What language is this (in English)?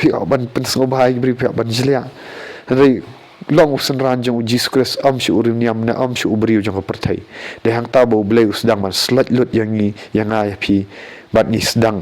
Khasi